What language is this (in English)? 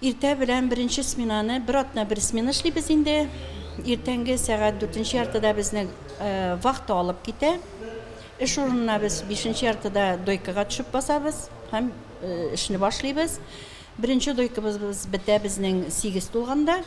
Tatar